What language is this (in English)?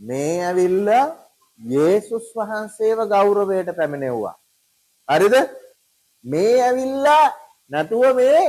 Sinhala